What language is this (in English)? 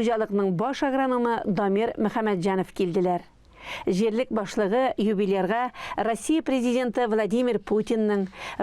Tatar